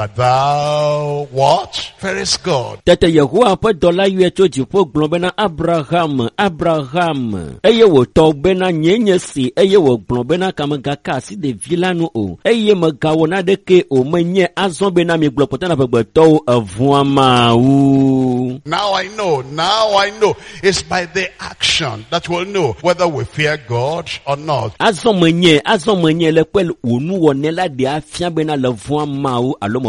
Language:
Ewe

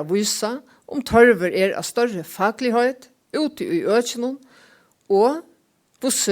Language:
Faroese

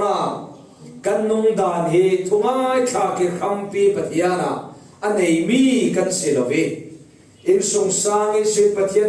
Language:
Falam Chin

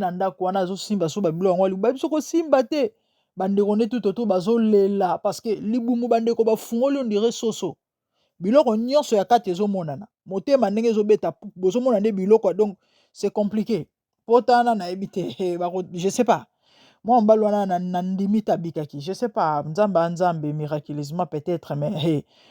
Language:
Lingala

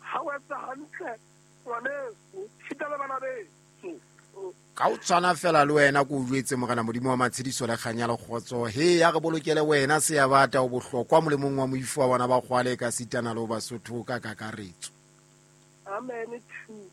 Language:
Southern Sotho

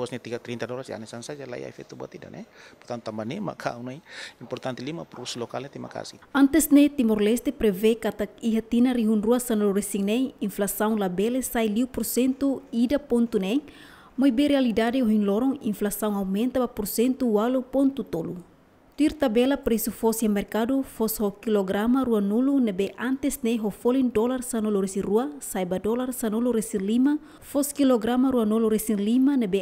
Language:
Tetum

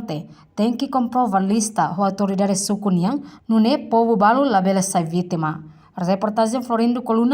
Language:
Tetum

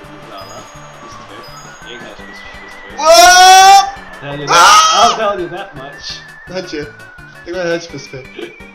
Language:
Faroese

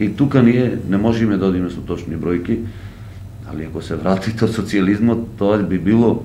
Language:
Macedonian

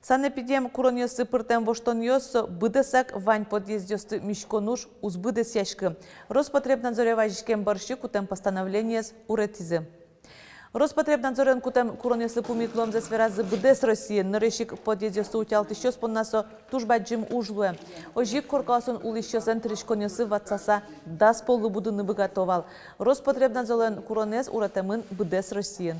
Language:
Udmurt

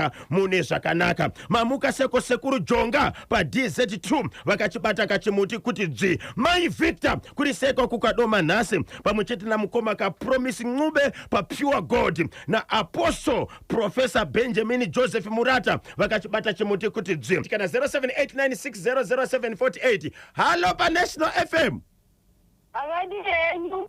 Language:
Shona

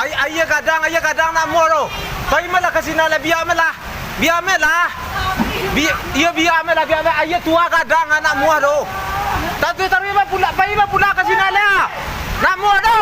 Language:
Minangkabau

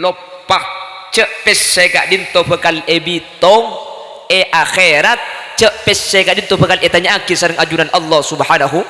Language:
Madurese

